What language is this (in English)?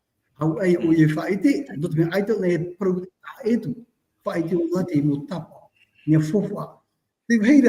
Tahitian